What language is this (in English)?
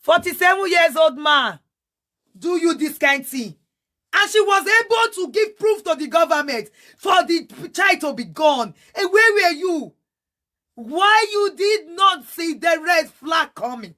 Nigerian Pidgin